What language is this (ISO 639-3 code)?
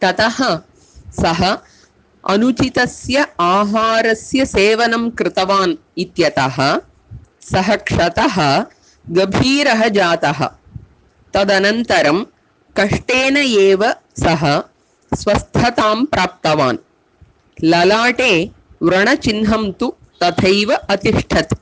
san